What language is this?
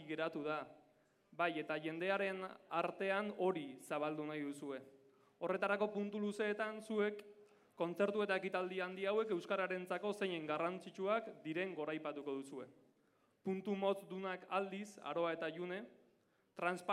Basque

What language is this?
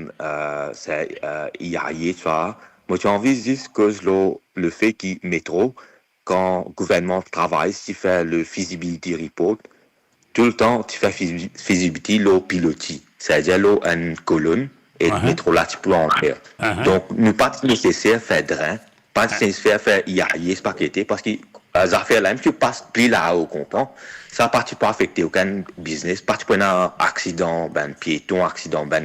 Morisyen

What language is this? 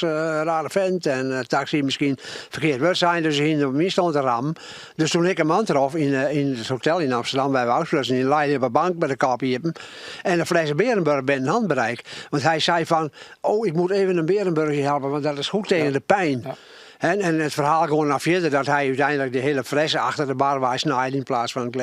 Western Frisian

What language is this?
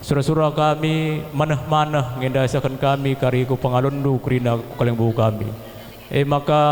Batak Karo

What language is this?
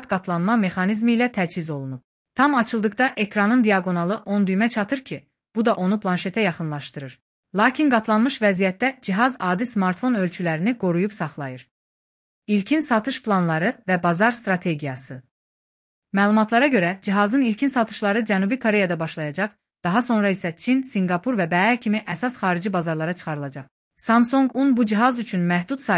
Azerbaijani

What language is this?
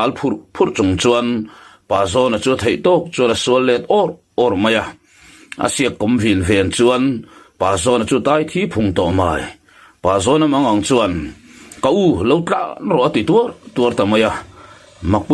Mizo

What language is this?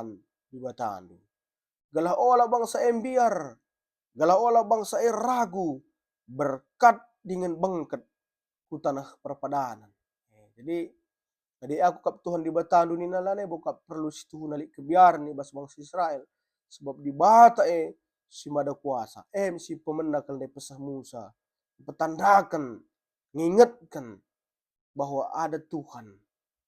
Batak Karo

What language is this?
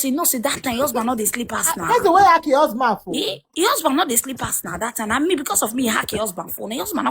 Nigerian Pidgin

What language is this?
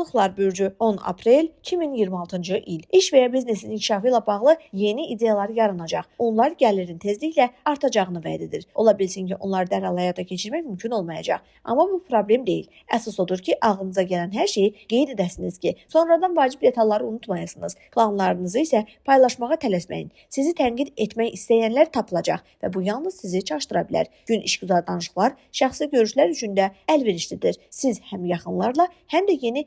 Azerbaijani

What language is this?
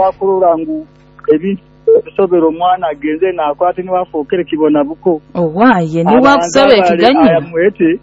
Nyoro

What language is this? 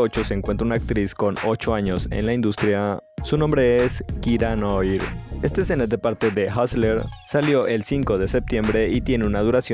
Spanish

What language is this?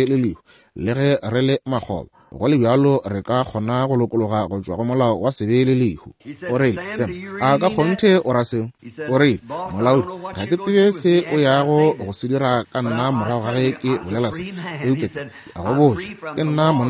Northern Sotho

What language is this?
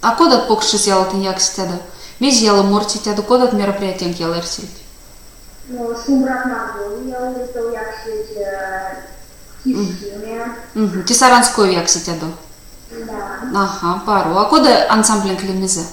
Erzya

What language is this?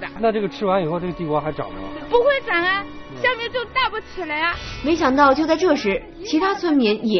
Chinese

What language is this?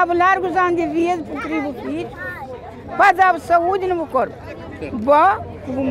Kabuverdianu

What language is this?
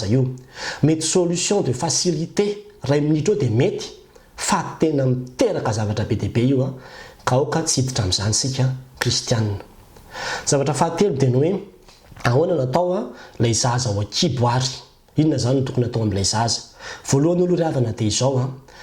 Malagasy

